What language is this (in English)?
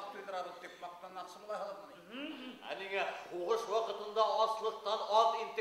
Bashkir